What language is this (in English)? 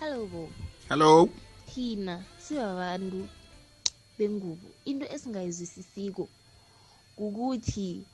South Ndebele